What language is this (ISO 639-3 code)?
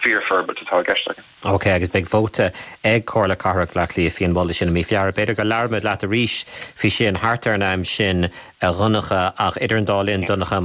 gle